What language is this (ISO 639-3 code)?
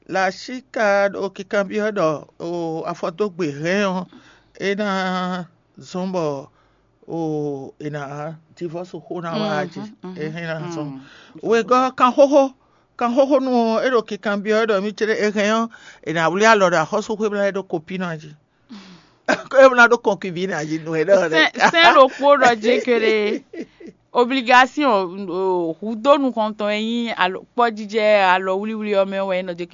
fon